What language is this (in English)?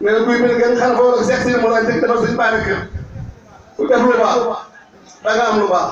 Wolof